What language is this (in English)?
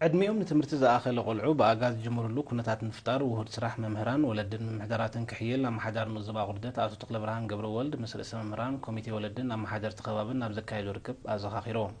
Tigrinya